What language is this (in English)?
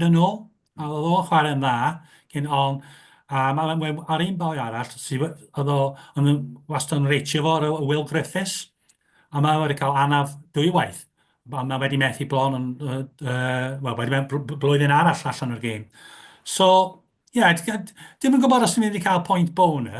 Welsh